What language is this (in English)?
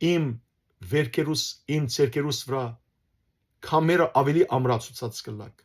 Western Armenian